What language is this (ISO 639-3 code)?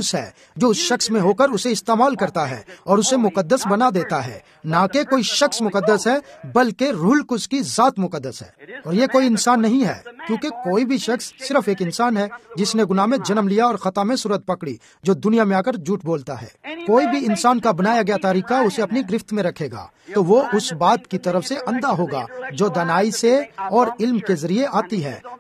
urd